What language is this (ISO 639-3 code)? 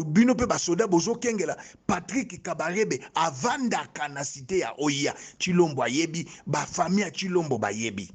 lin